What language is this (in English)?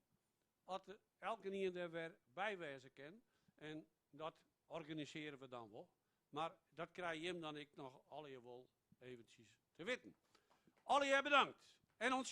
Western Frisian